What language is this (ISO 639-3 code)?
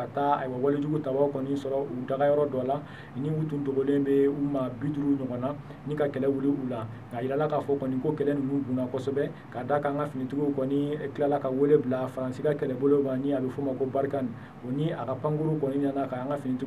bam